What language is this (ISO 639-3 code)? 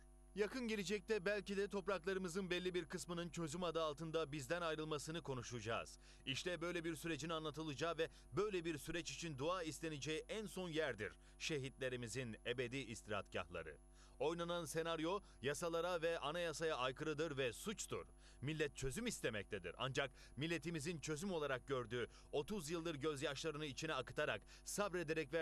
tur